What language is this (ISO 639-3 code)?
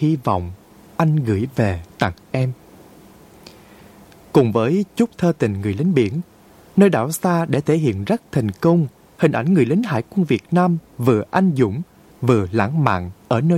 vie